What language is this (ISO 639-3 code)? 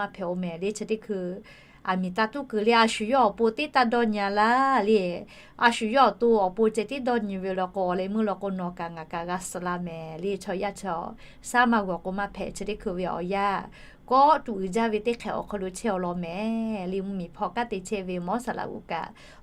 lhu